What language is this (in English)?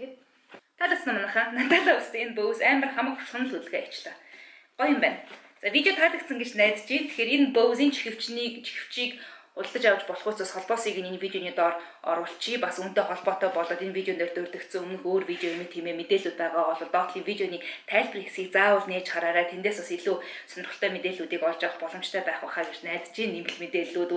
Mongolian